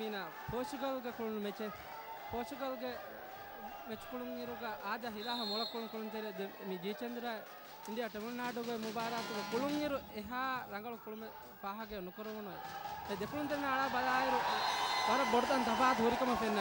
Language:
Divehi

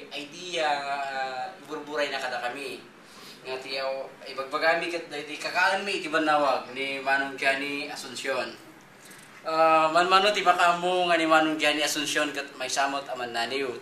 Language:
Iloko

